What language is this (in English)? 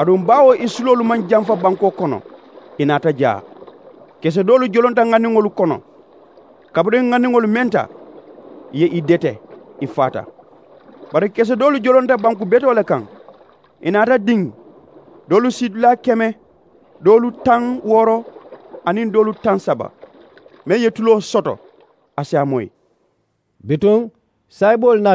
Mandingo